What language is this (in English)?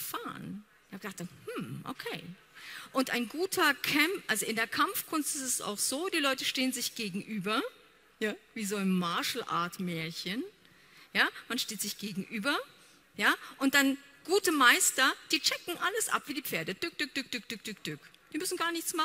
German